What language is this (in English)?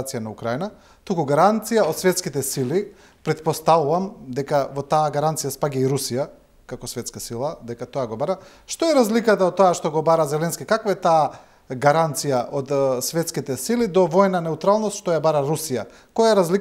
Macedonian